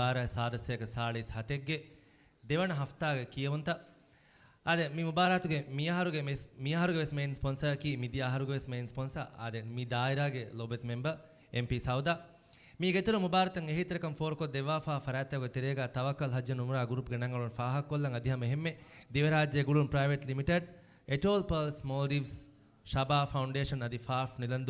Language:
Divehi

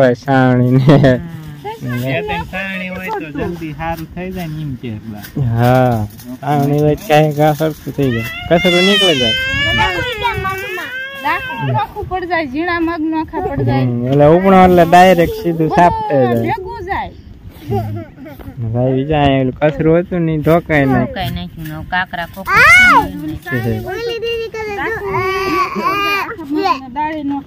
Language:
Gujarati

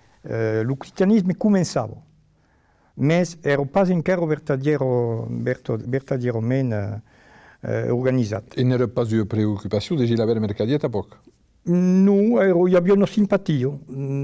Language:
Occitan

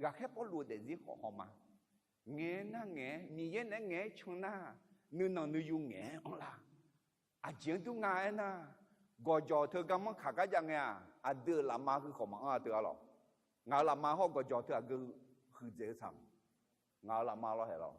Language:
Akha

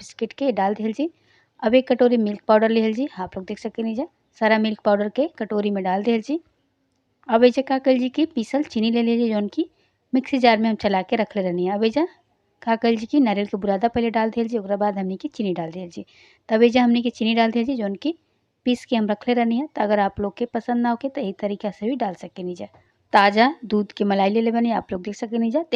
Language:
Bhojpuri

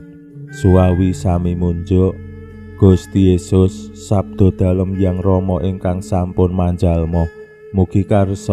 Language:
Javanese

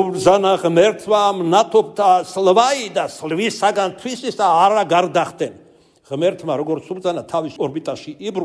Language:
Georgian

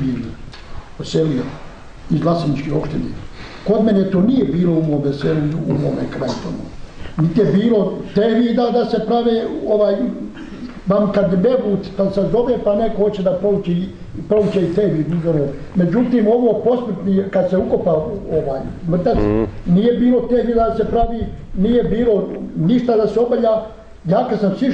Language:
Bosnian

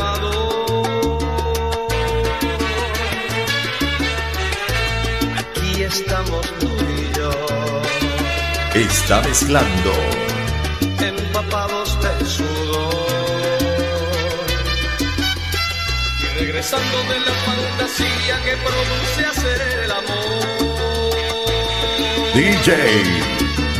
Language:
Spanish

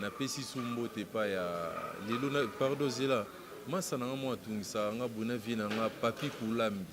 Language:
Lingala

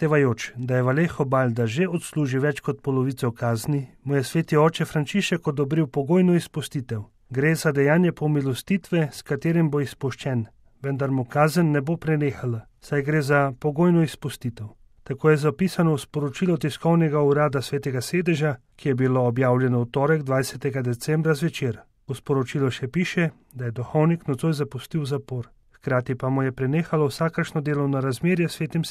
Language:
Slovenian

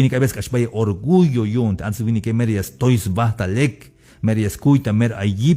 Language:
Tzeltal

